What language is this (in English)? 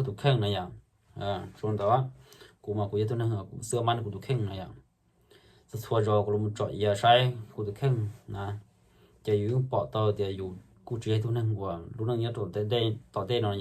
Hmong